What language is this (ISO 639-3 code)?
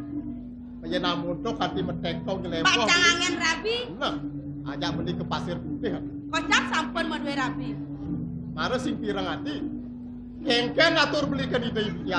ban